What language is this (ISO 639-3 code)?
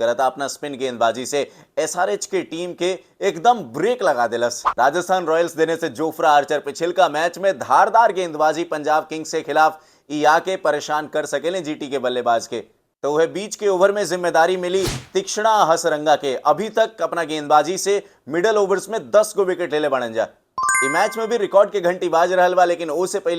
bho